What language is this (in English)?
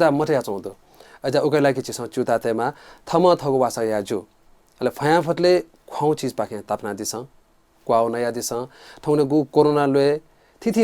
Newari